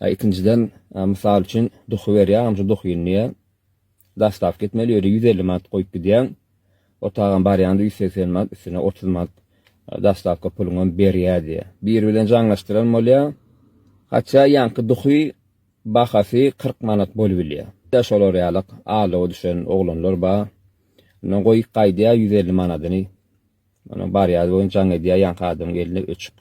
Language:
Turkmen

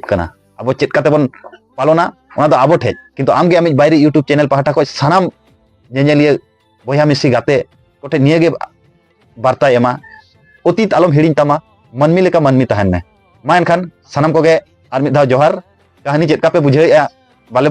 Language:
Santali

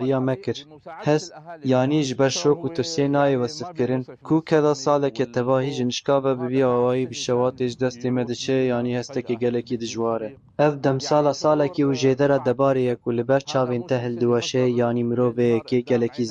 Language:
Kurdish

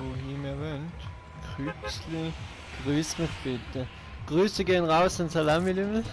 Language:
Swiss German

